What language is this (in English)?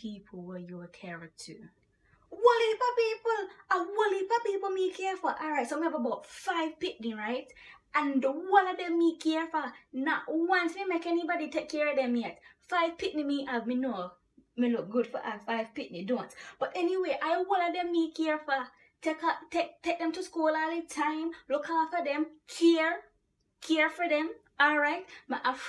Jamaican Creole English